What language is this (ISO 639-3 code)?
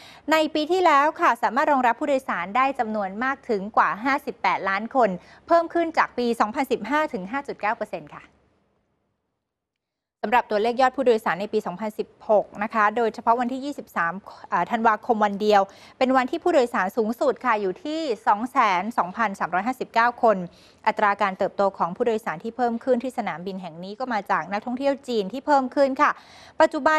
tha